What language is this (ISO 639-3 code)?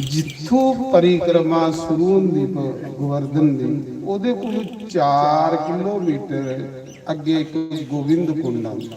doi